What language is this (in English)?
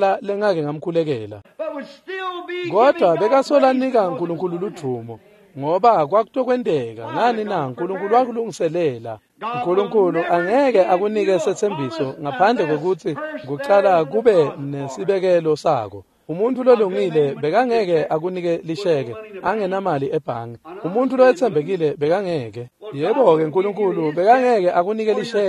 Swati